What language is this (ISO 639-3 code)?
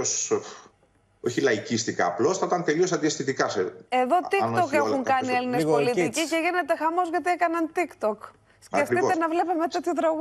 ell